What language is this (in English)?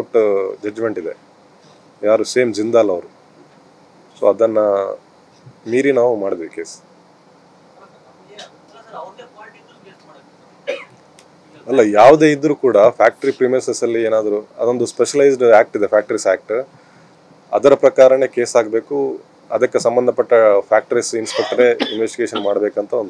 Kannada